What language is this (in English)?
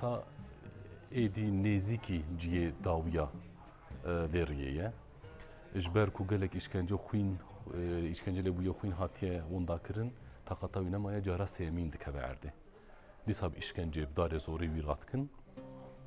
Kurdish